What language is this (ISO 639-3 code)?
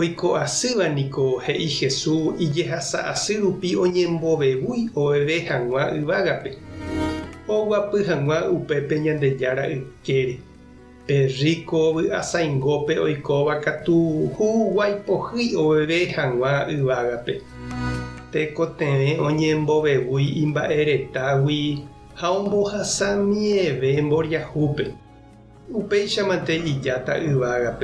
grn